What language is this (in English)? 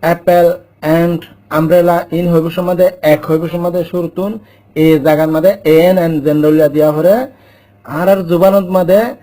Rohingya